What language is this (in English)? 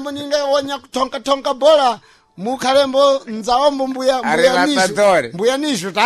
Sena